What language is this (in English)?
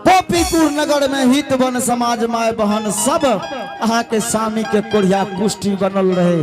Angika